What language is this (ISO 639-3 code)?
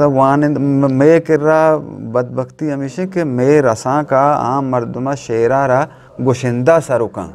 bgp